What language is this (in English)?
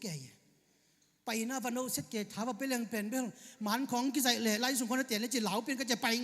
Tedim Chin